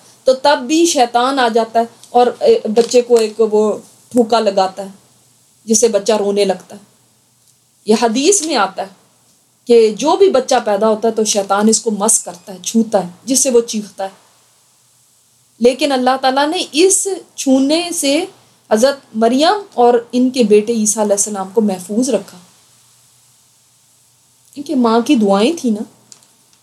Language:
Urdu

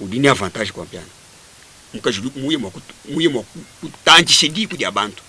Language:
Luba-Lulua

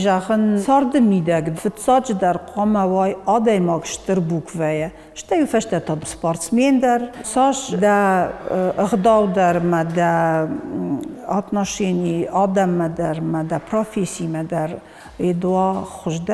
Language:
Ossetic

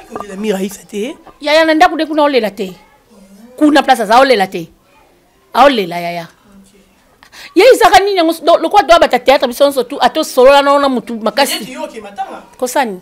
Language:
Lingala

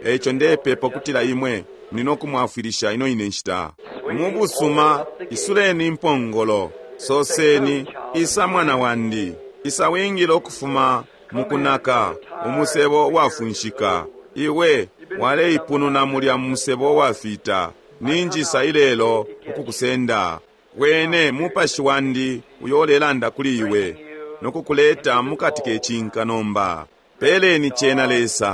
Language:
Bemba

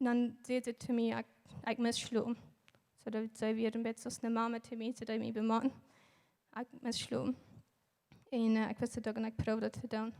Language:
Plautdietsch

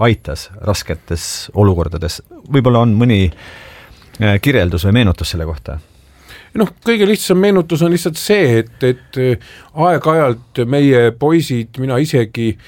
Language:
Estonian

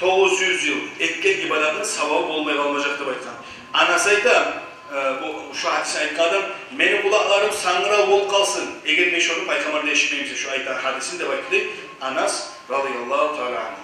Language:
Kumyk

